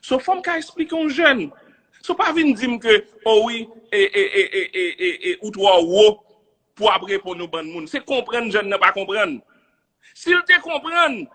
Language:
Haitian Creole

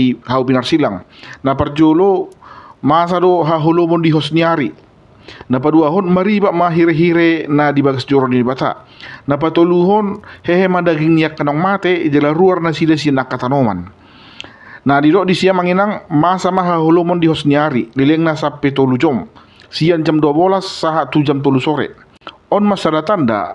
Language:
Batak Toba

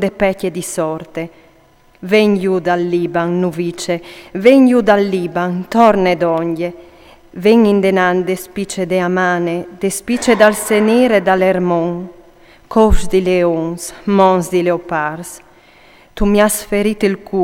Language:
Friulian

